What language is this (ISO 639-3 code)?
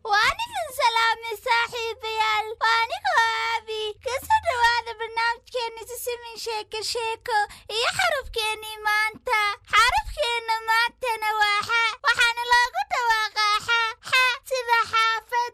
som